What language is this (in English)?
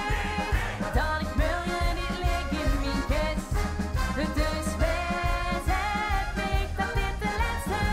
Limburgish